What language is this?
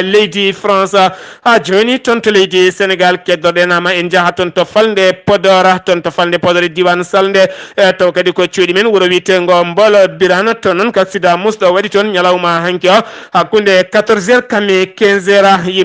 Fula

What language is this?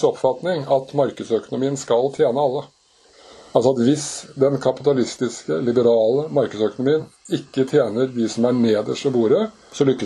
Norwegian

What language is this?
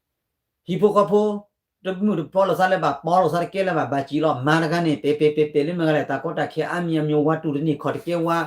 S'gaw Karen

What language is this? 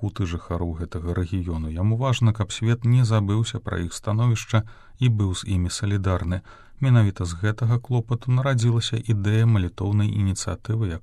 Belarusian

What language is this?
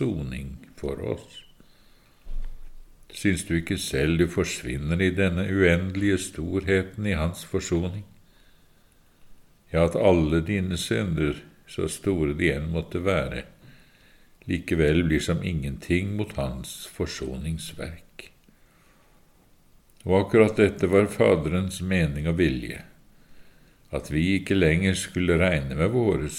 Norwegian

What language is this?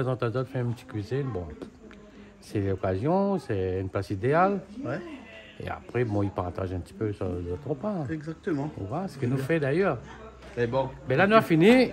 Réunion Creole French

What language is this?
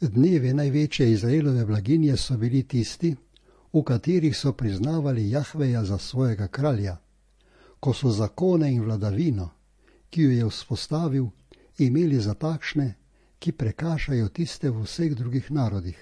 Slovenian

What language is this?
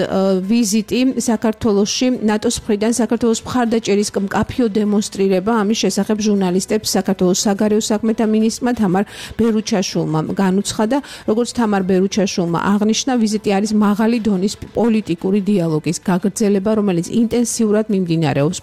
Georgian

